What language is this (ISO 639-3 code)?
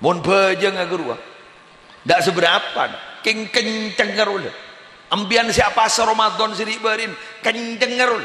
mad